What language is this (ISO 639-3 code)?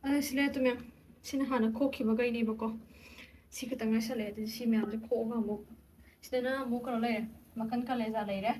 mni